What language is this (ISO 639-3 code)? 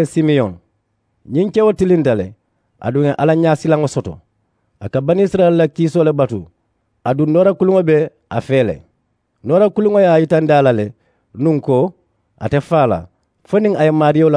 man